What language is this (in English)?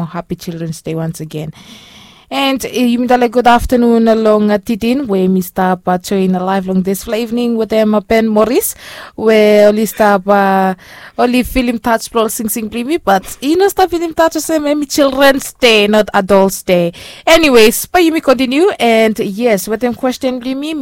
Bislama